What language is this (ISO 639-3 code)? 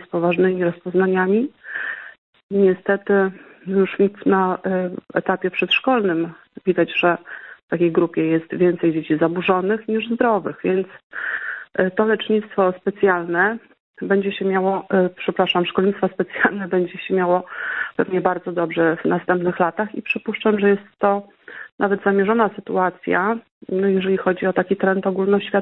pol